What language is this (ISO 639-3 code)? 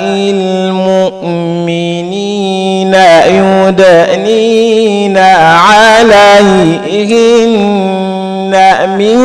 ful